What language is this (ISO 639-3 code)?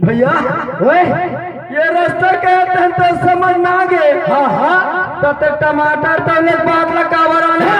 hne